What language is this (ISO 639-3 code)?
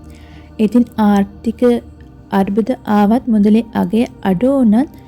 sin